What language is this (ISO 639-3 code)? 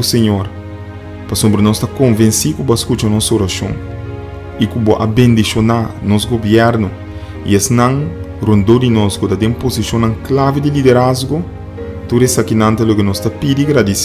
pap